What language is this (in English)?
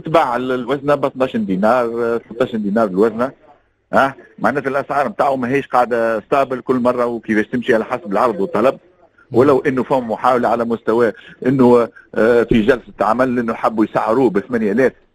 Tunisian Arabic